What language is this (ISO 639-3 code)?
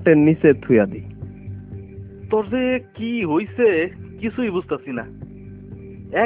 ben